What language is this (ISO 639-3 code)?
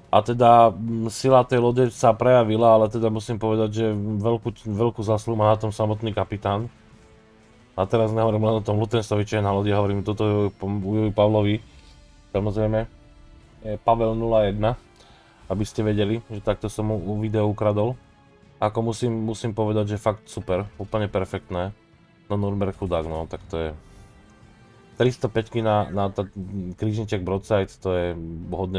slk